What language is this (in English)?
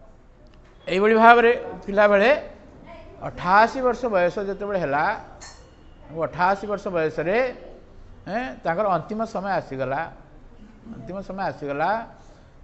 Odia